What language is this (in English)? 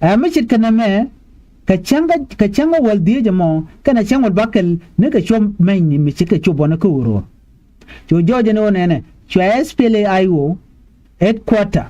Nuer